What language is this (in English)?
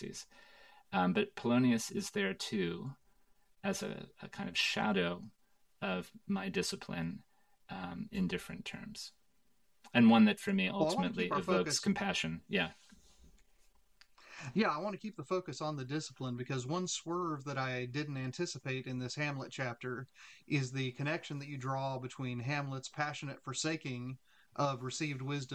English